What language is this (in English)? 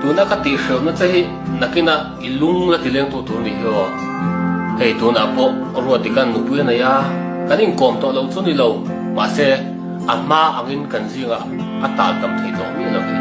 Mizo